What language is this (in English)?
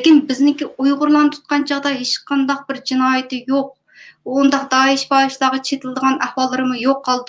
Uyghur